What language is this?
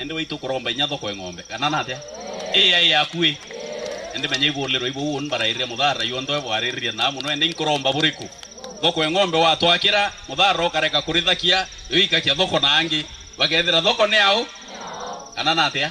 Meru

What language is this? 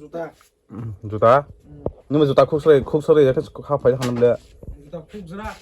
Kok Borok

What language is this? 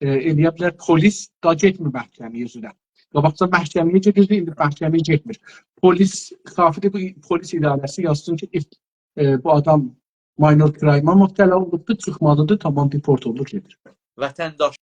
South Azerbaijani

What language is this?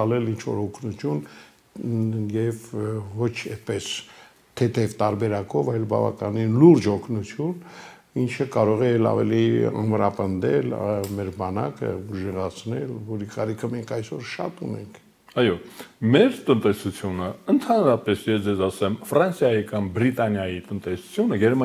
Armenian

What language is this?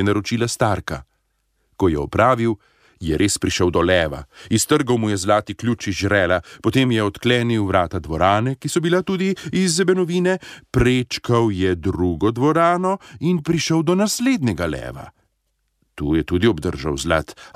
Slovenian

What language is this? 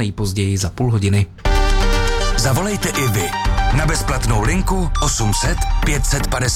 Czech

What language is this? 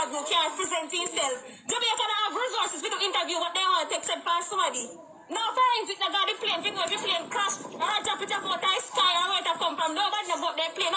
Jamaican Creole English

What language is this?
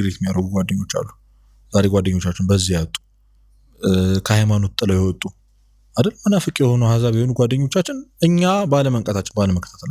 Amharic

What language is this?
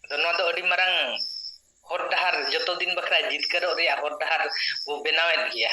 Santali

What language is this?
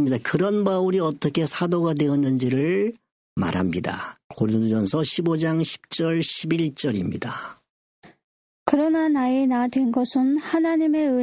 Korean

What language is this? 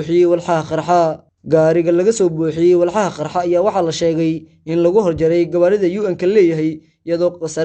Somali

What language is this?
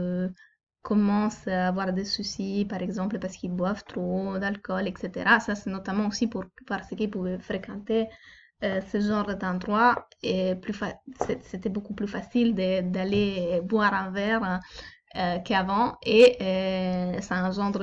French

